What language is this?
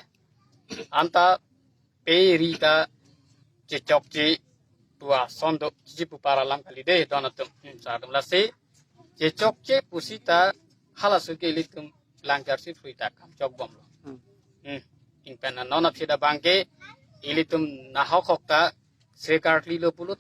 Karbi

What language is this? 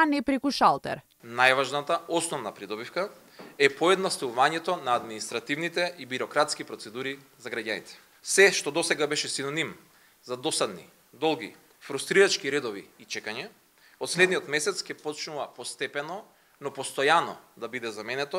Macedonian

